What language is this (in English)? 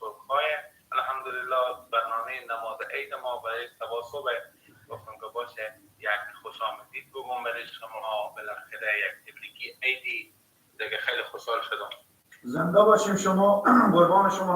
Persian